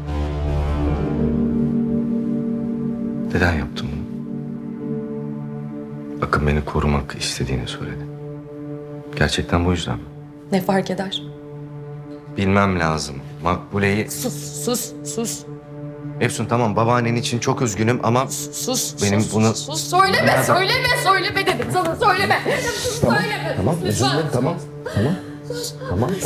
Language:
Turkish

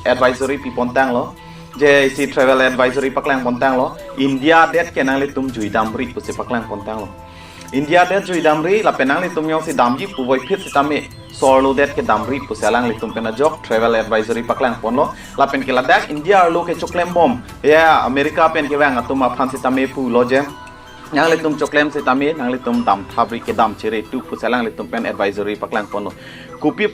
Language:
Karbi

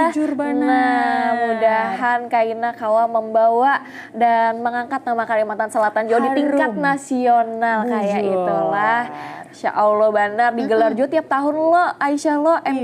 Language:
Banjar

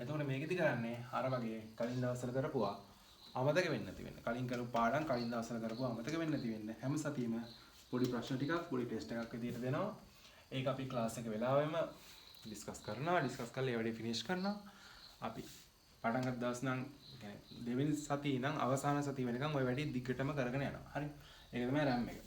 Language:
Sinhala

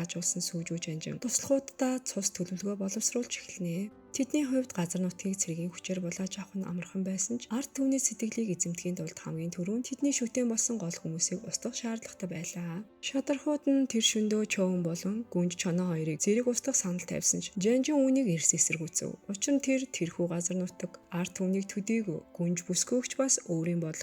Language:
Mongolian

